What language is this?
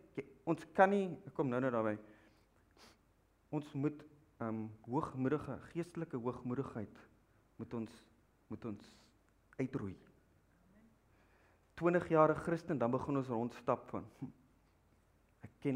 Afrikaans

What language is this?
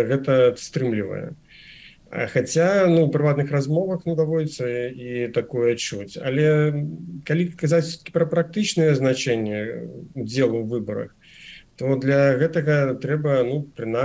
Belarusian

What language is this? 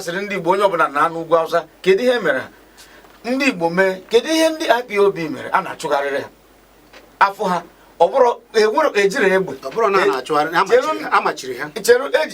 Igbo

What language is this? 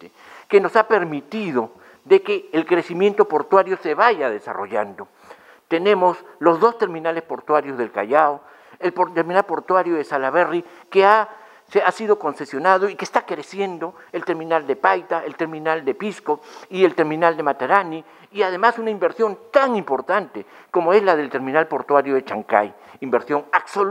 Spanish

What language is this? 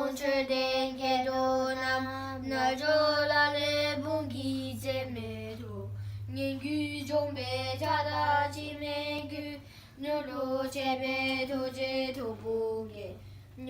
Tibetan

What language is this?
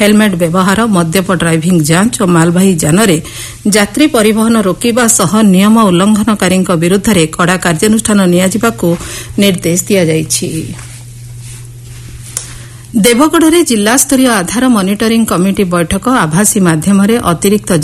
Odia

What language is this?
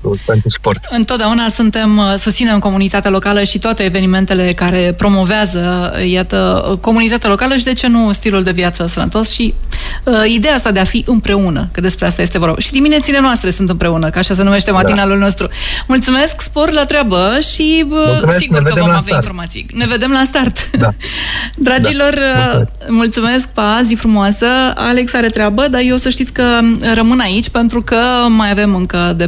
Romanian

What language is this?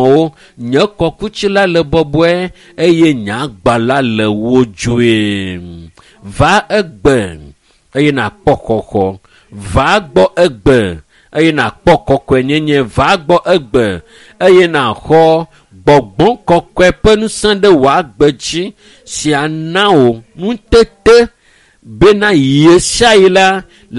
Ewe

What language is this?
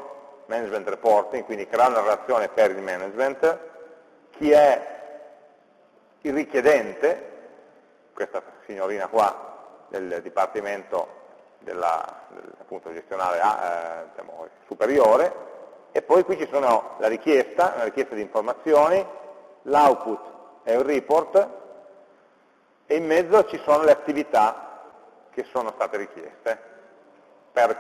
Italian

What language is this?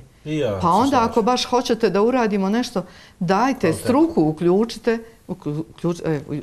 Bosnian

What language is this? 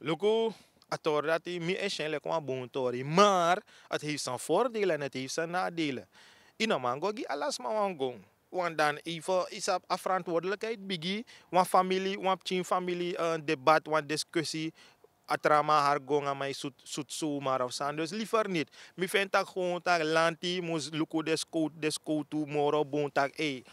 Sranan Tongo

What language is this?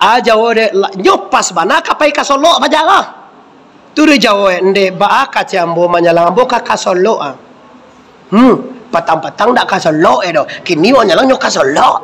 Minangkabau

